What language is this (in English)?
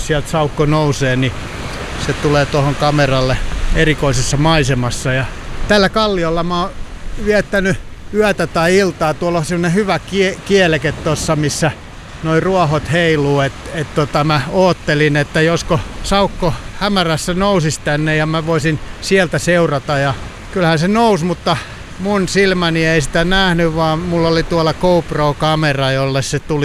Finnish